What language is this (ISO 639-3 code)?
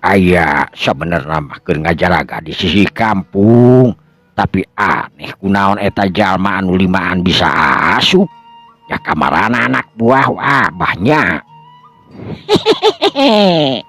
sun